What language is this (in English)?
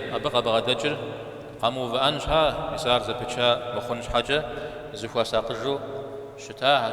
Kabardian